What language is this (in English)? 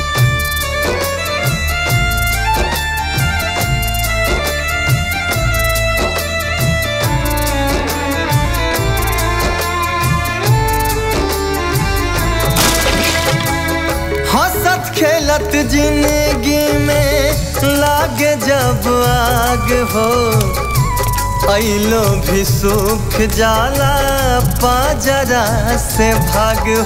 Bhojpuri